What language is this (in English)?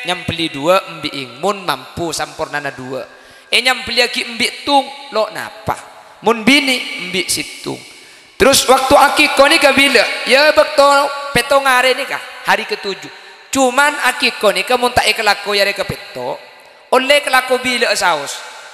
Madurese